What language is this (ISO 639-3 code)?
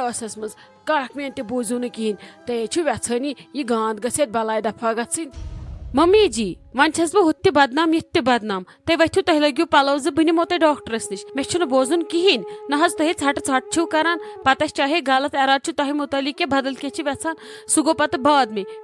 kas